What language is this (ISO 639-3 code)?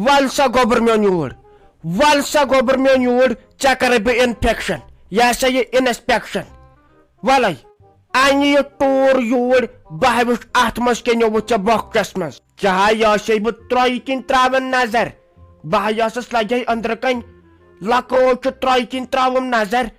kas